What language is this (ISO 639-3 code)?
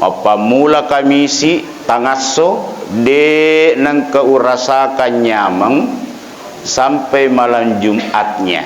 bug